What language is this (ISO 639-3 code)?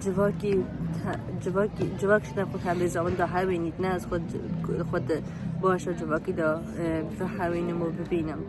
kur